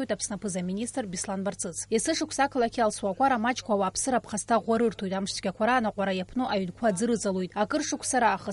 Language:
Abkhazian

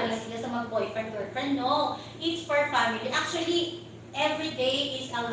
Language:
Hiligaynon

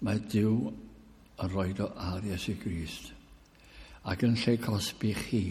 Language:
Welsh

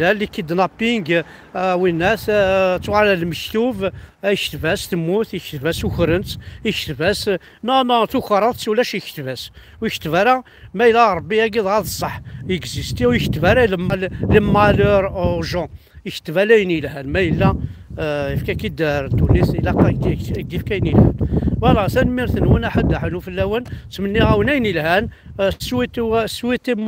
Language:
Kabyle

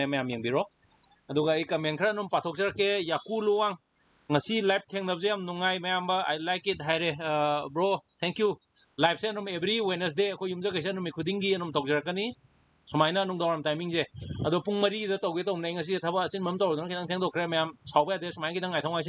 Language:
Manipuri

